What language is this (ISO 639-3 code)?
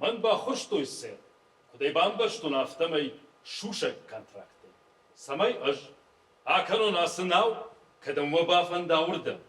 oss